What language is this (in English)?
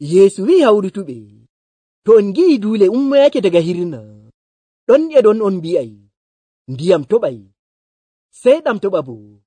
Nigerian Fulfulde